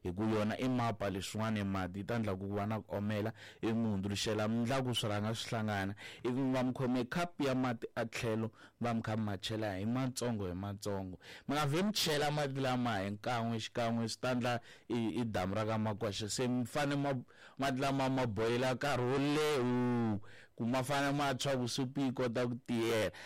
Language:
Tsonga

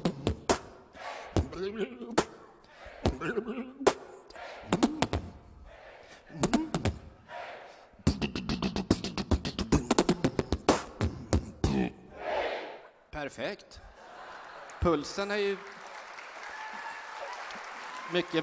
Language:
Swedish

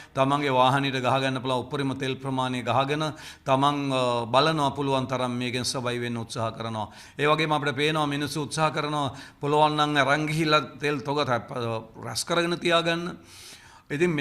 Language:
Sinhala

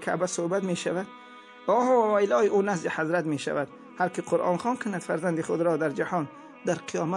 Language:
Tajik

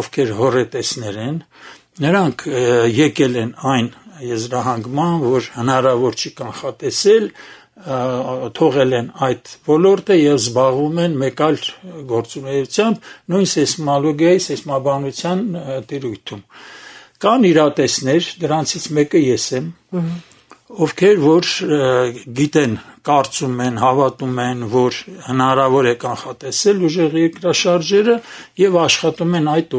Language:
Armenian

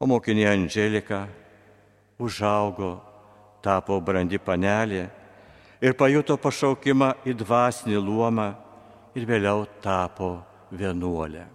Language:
Lithuanian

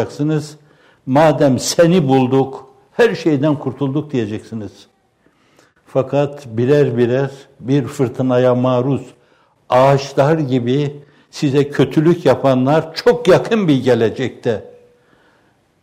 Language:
Turkish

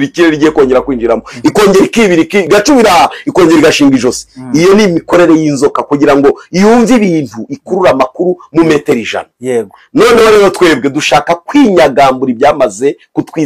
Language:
Kinyarwanda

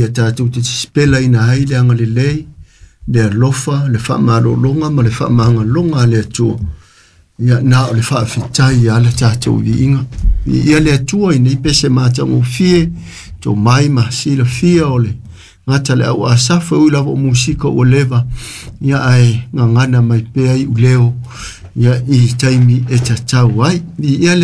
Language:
Samoan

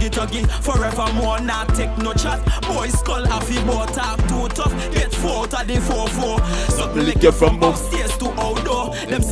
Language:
Jamaican Creole English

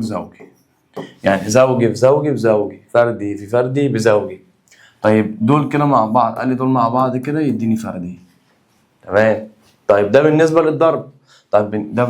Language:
Egyptian Arabic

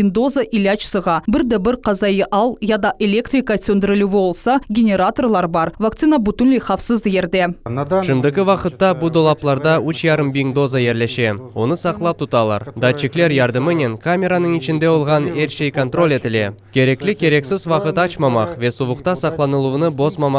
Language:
Crimean Tatar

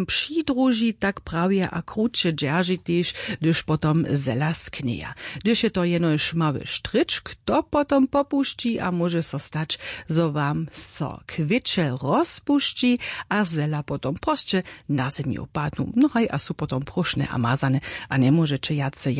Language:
Upper Sorbian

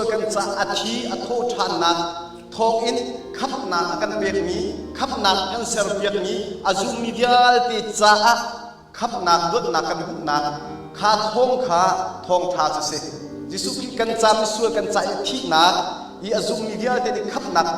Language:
Hakha Chin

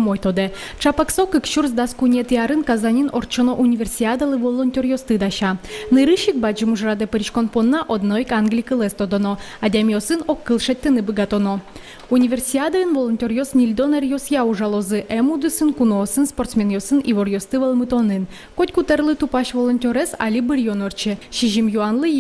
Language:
Udmurt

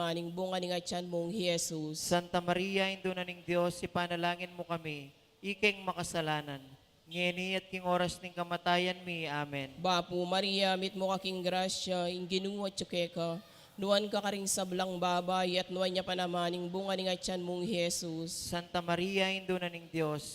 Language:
Pampanga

